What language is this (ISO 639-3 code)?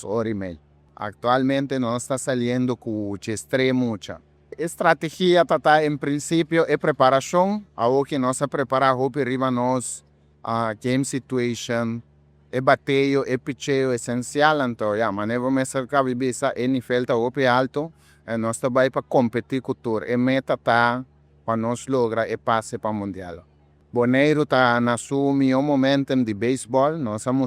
pap